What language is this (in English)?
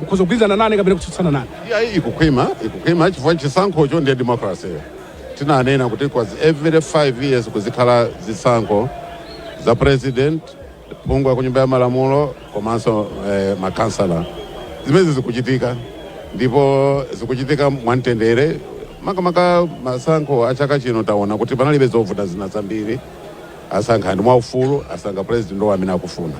Nyanja